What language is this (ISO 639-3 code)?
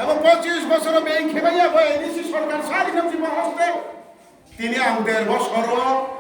ria